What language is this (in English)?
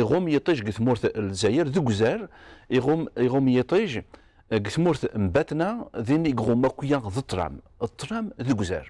Kabyle